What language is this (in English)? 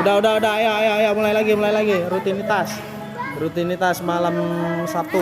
Betawi